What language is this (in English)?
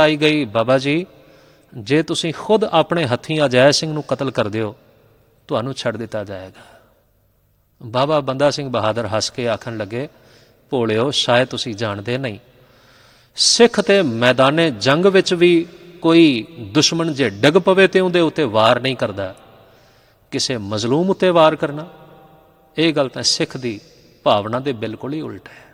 Punjabi